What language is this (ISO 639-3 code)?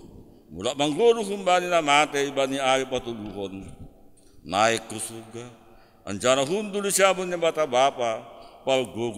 bts